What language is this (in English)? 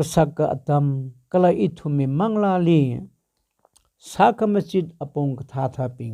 Tangkhul Naga (India)